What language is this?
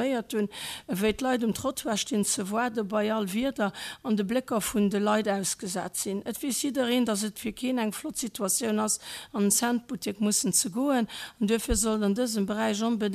Luxembourgish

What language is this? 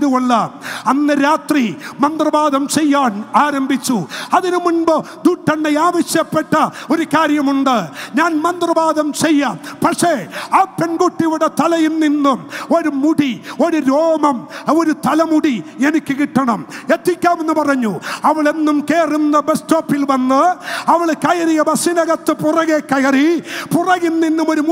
Malayalam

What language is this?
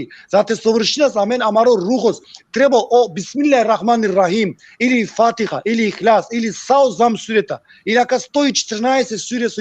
Balkan Romani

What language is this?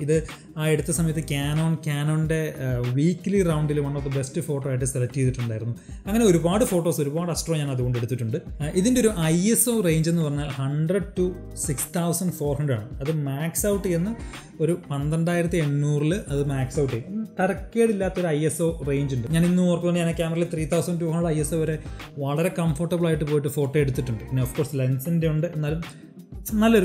Malayalam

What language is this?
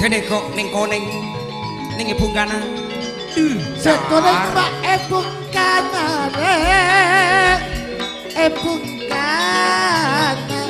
Madurese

